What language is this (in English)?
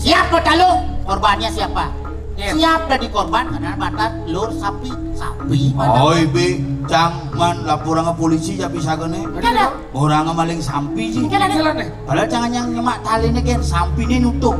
Balinese